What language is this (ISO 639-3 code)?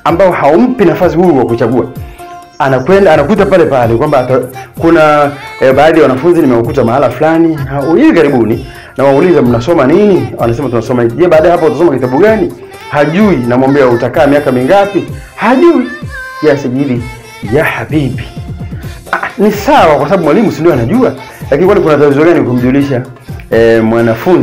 swa